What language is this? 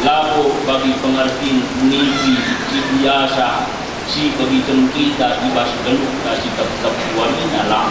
Batak Karo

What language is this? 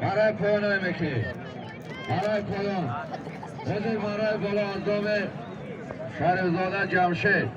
Tajik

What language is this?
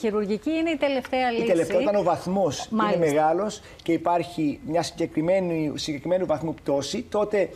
Greek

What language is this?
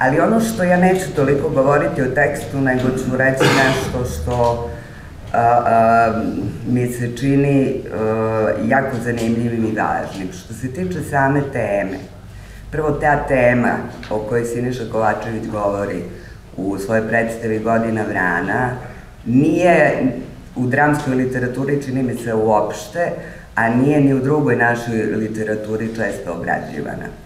Serbian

